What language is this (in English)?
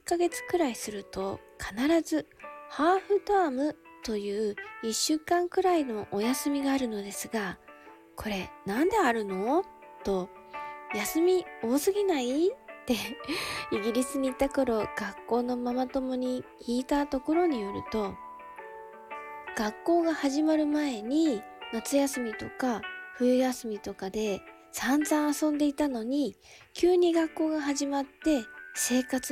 Japanese